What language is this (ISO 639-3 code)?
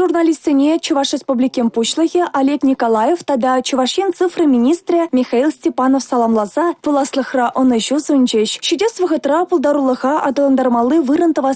chv